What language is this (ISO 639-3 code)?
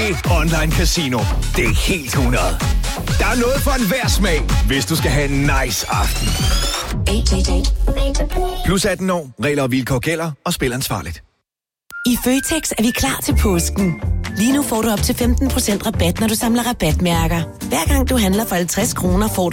dan